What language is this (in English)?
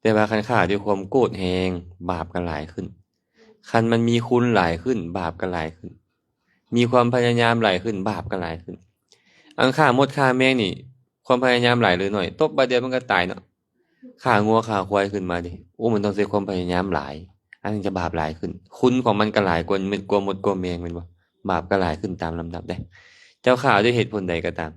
Lao